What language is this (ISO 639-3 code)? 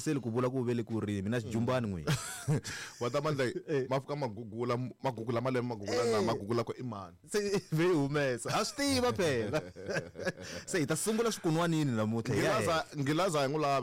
tso